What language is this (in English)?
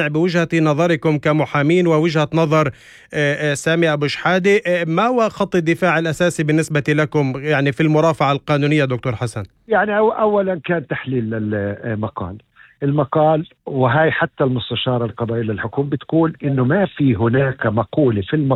North Levantine Arabic